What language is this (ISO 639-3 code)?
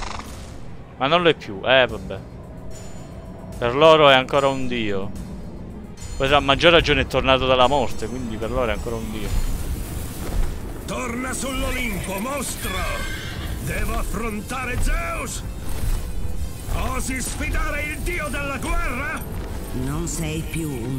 ita